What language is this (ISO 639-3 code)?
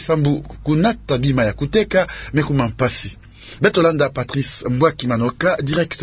ktu